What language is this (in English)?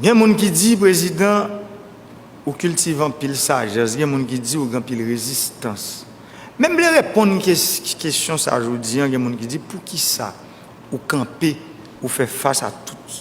Haitian Creole